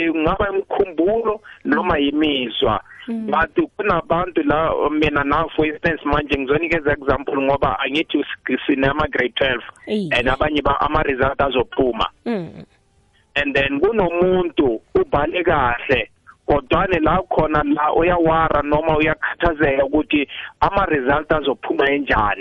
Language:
South Ndebele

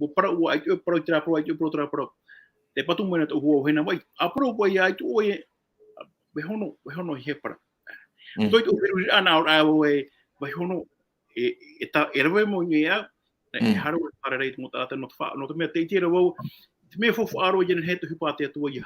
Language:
Tahitian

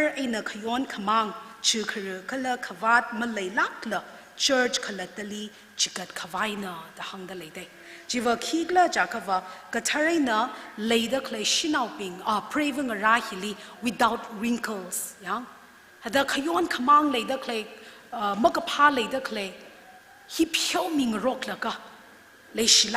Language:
Tangkhul Naga (India)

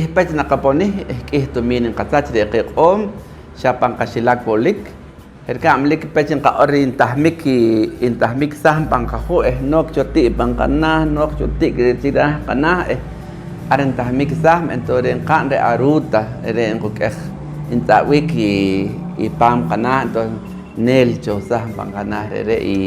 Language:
Poqomchi'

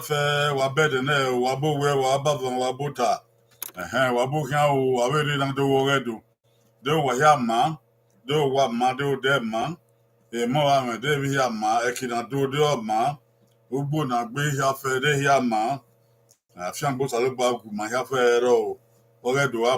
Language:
Bini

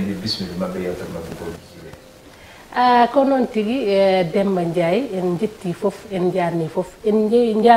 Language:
Fula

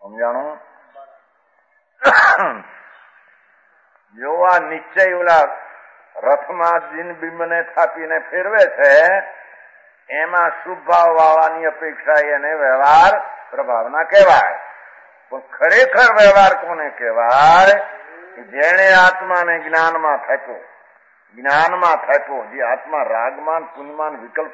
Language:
Gujarati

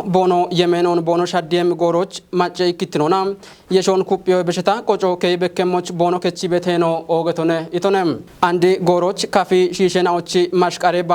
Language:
Kafa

